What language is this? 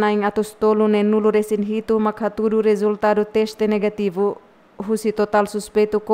Tetum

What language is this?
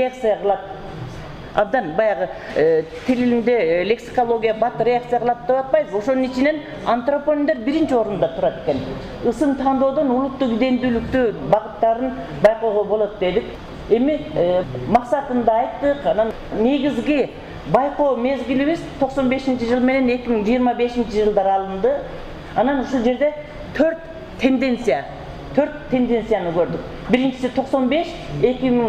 Kyrgyz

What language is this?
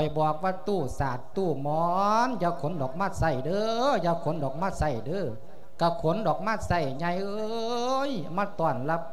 Lao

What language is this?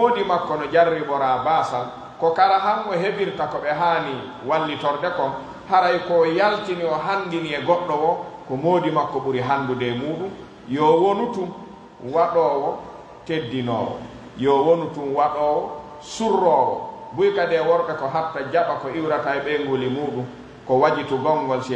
Pular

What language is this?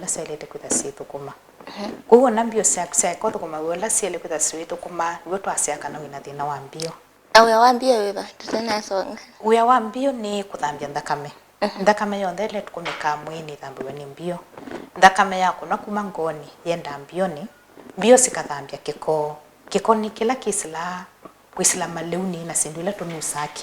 Kamba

